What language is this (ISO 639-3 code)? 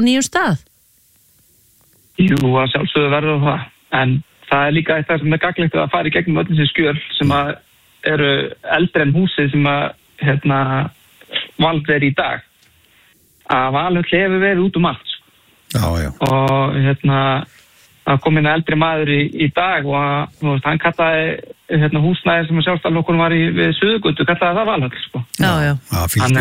isl